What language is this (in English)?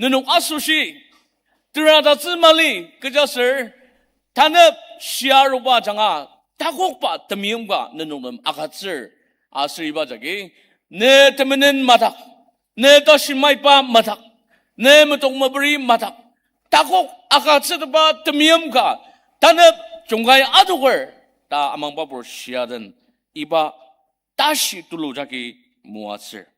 Ao Naga